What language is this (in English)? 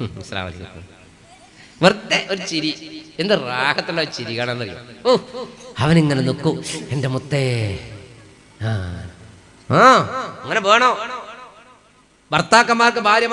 Malayalam